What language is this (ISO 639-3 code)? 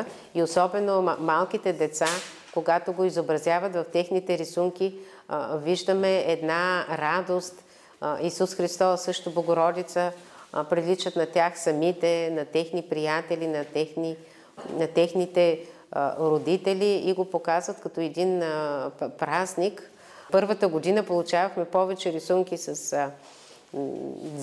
bul